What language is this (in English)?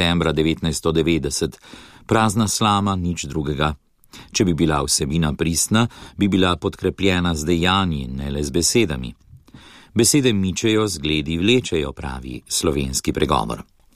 Slovenian